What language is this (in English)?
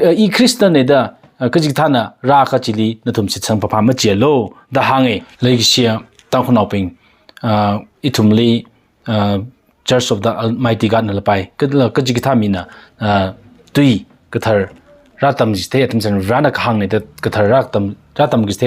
Tangkhul Naga (India)